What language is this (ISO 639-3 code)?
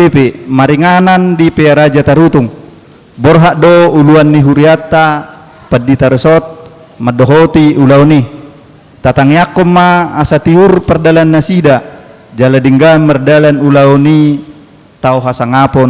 bbc